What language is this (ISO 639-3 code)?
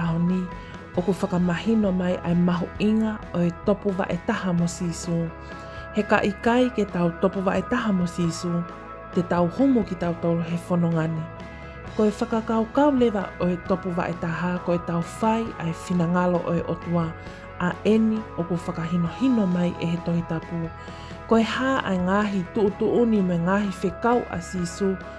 ton